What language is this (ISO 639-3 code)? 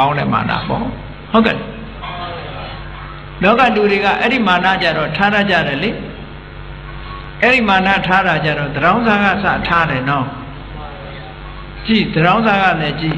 mya